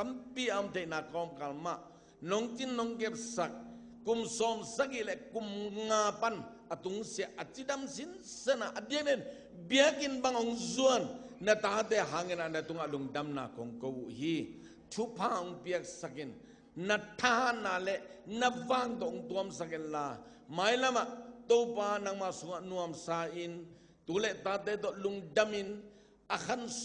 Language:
Tedim Chin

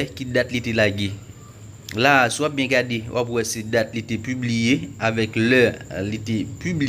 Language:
Haitian Creole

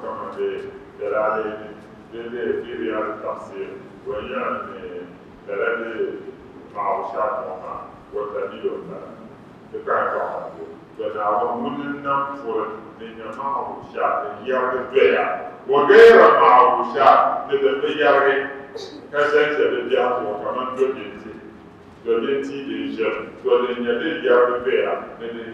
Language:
Dagbani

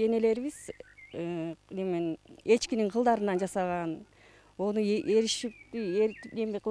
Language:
Kyrgyz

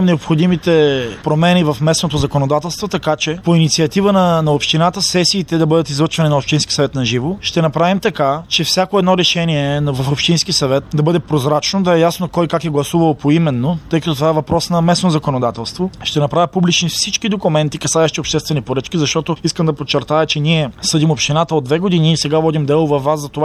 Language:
Bulgarian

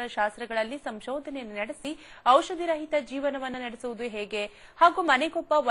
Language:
Kannada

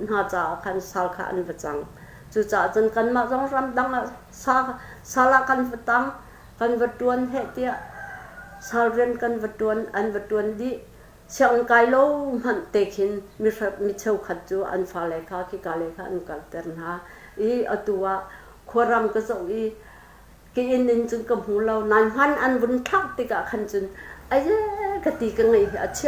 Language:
Hakha Chin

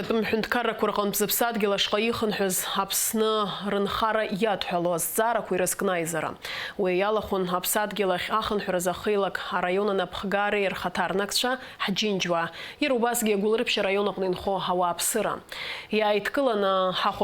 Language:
Abkhazian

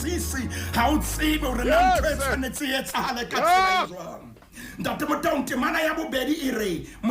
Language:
Southern Sotho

